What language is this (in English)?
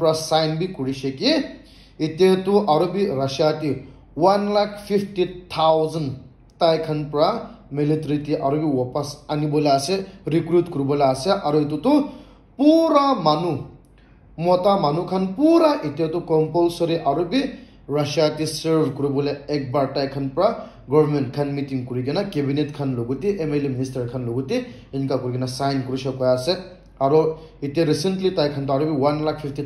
Naga Pidgin